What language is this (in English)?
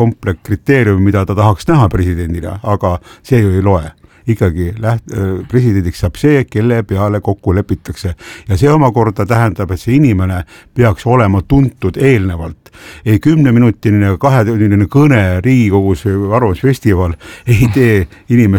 Estonian